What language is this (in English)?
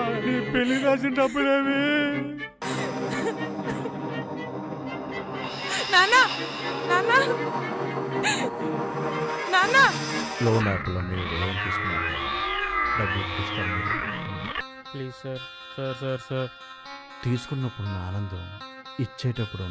Telugu